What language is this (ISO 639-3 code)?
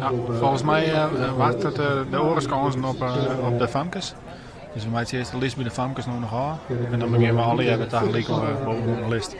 fry